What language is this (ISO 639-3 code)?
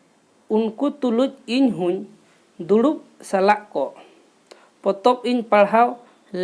sat